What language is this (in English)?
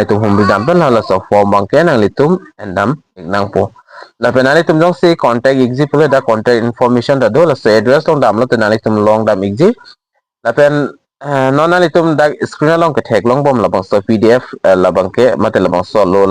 Karbi